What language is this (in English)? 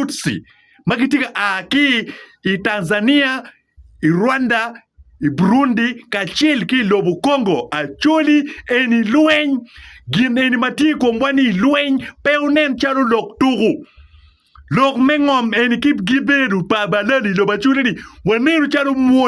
Acoli